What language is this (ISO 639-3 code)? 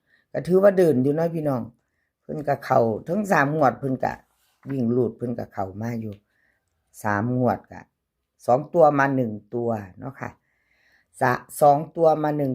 tts